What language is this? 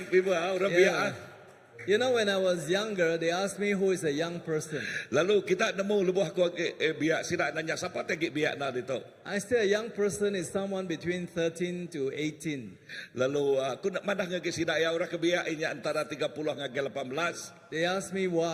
Iban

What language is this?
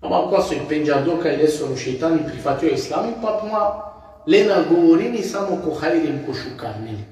Balkan Romani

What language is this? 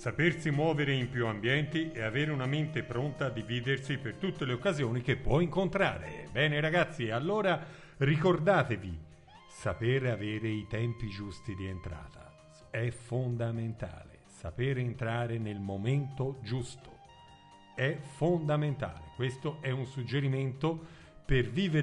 Italian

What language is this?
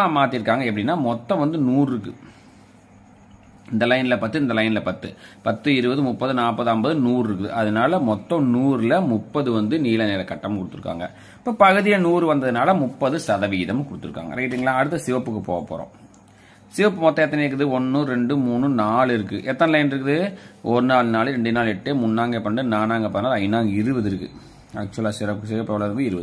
Tamil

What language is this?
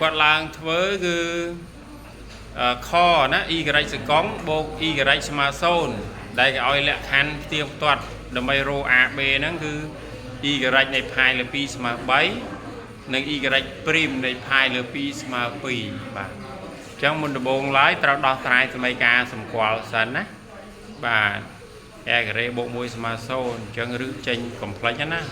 Khmer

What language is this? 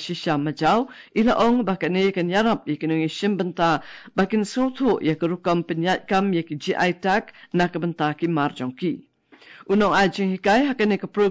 Khasi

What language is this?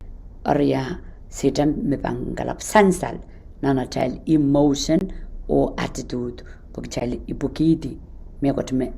Pohnpeian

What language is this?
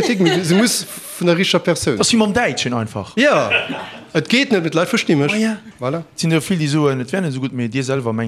Luxembourgish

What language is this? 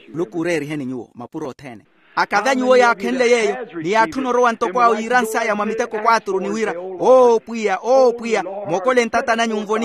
Makhuwa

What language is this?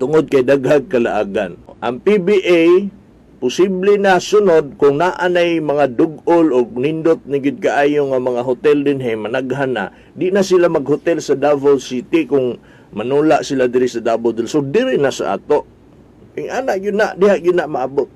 Cebuano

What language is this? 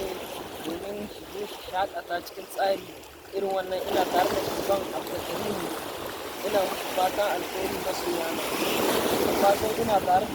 Hausa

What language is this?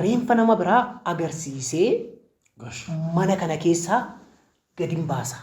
Oromo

